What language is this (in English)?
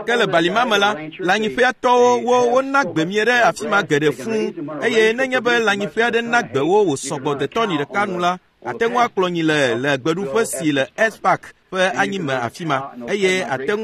Ewe